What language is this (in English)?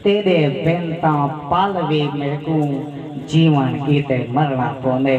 Saraiki